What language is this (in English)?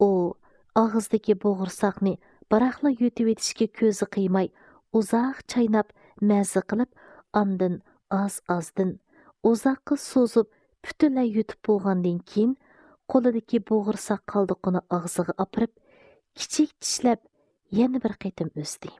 Uyghur